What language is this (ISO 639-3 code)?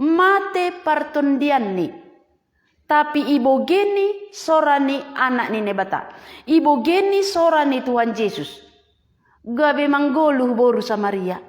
bts